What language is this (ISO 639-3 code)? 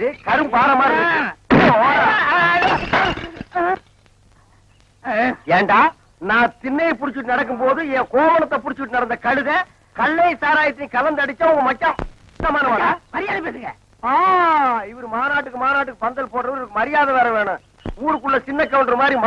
tam